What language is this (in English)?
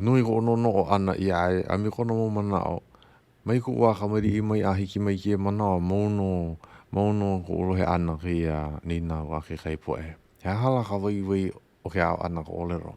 Hawaiian